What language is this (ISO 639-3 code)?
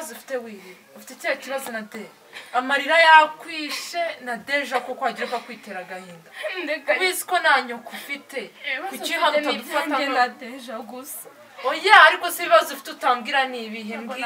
kin